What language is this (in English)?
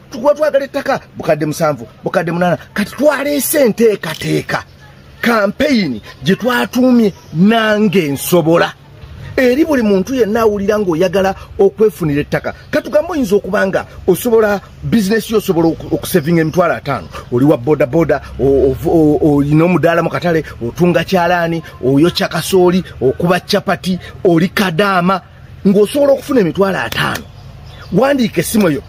Ganda